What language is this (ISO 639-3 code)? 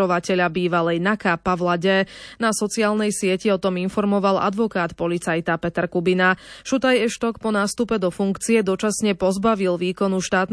slk